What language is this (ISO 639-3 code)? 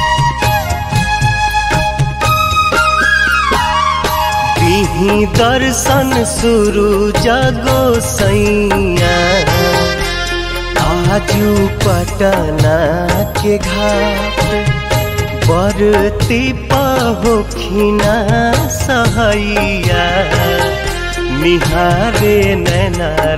bho